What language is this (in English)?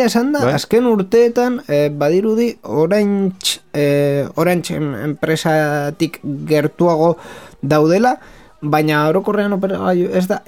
Basque